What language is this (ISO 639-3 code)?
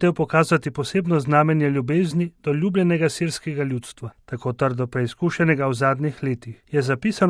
slv